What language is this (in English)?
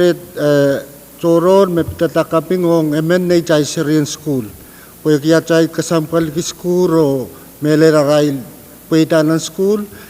Pohnpeian